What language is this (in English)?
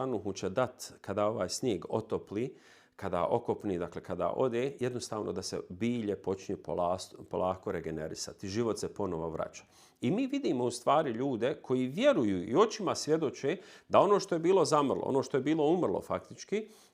Bosnian